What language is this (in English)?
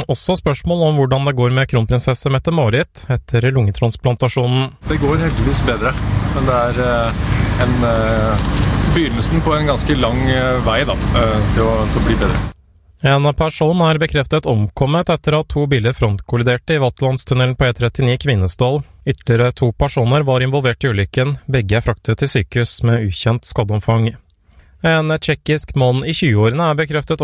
Norwegian